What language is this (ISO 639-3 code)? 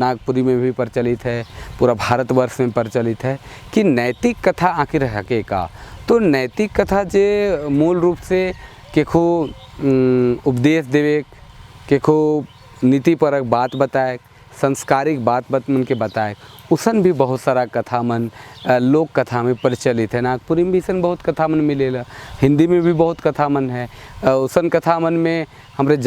sck